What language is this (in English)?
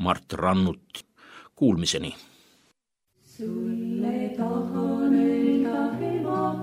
Estonian